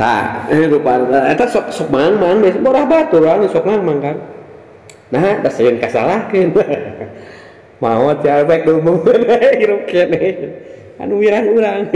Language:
Sundanese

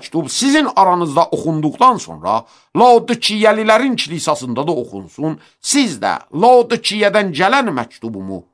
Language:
Azerbaijani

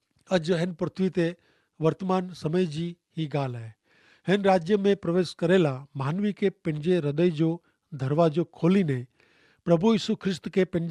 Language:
Kachhi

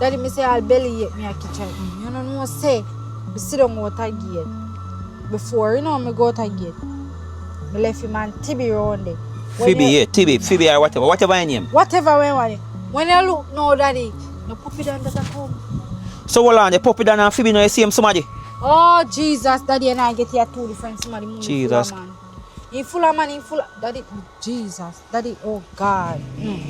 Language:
Jamaican Creole English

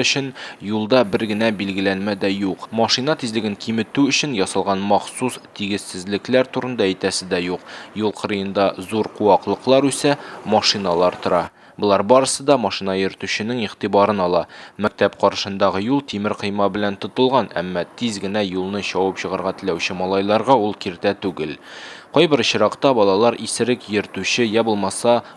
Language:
Tatar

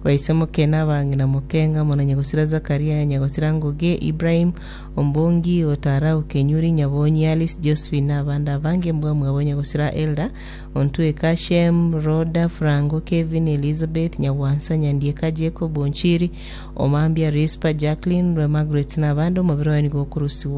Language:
Gusii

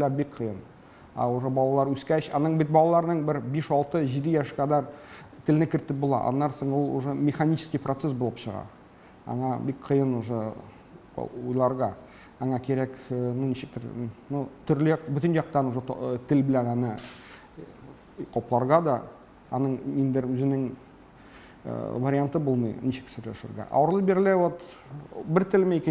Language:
Tatar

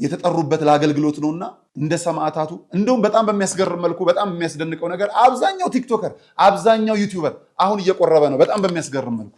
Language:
Amharic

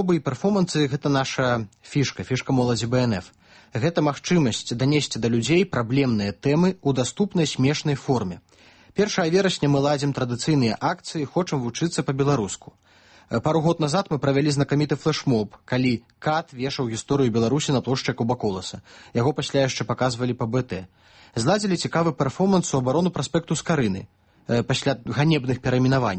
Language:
Belarusian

